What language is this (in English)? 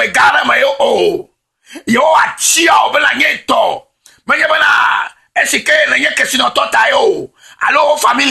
Ewe